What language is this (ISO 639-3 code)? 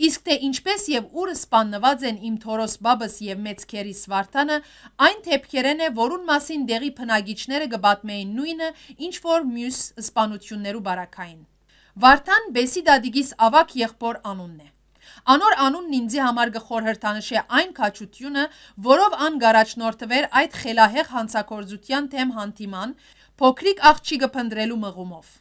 hyw